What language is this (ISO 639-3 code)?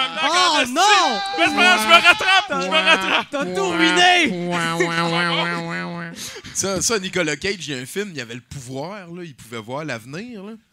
fra